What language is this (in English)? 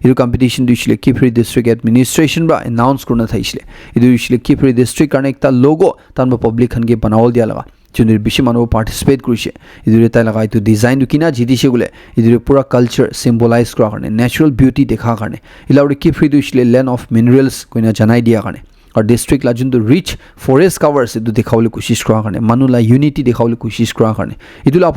Naga Pidgin